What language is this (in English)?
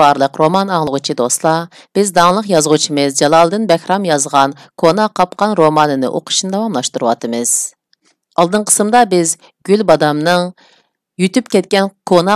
Uyghur